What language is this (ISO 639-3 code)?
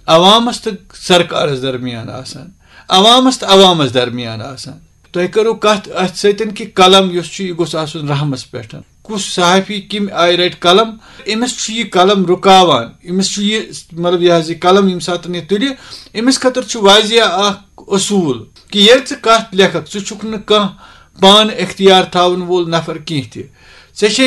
kas